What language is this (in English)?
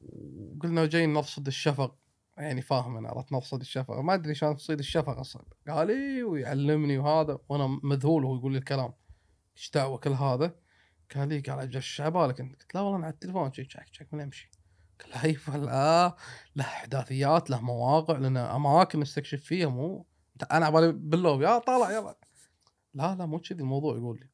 Gulf Arabic